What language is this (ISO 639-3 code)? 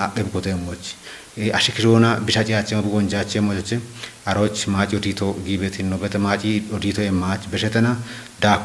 kbr